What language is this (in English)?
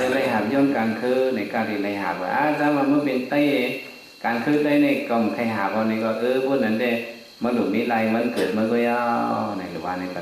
Shan